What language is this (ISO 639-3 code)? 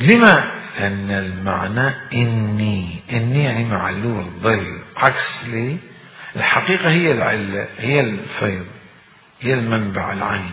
acm